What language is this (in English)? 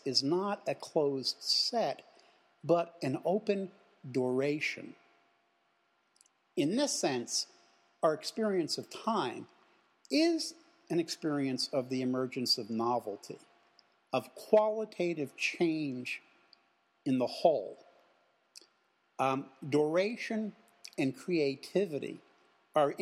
English